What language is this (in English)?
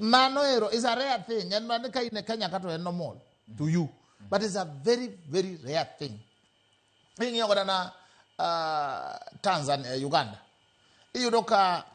Luo (Kenya and Tanzania)